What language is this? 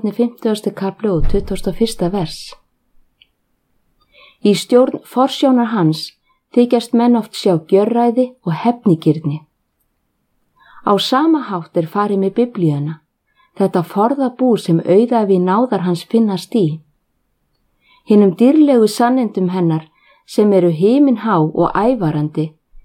Icelandic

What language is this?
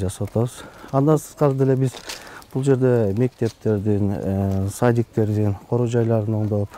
Kyrgyz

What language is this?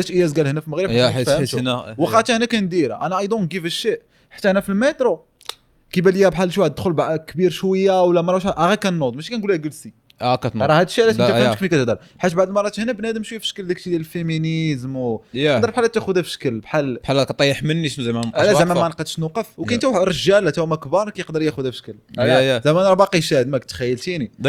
Moroccan Arabic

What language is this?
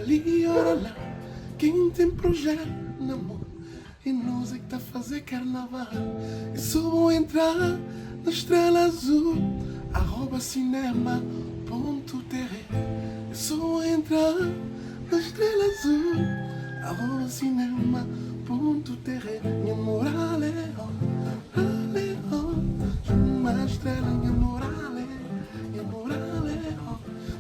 Kabuverdianu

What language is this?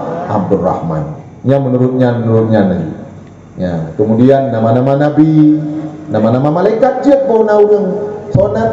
Achinese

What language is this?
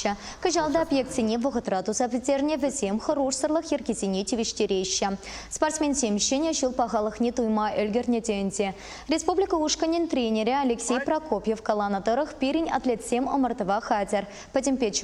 Chuvash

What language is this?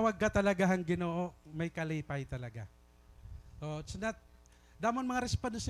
Waray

